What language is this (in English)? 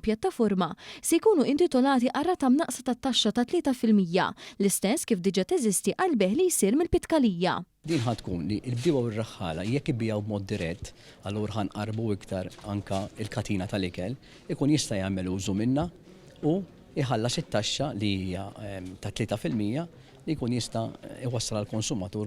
Maltese